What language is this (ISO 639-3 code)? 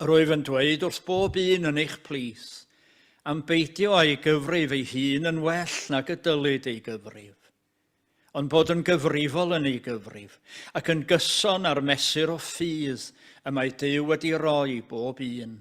cym